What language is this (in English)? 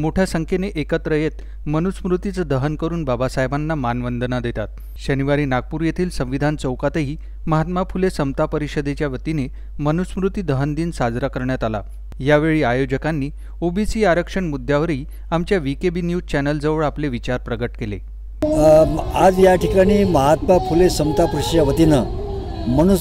Marathi